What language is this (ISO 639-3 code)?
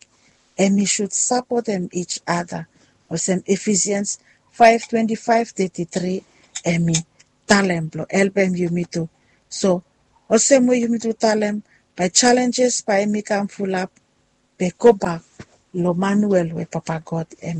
bis